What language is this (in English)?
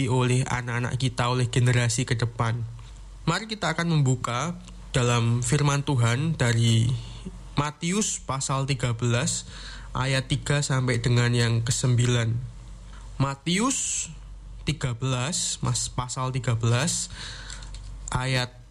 Indonesian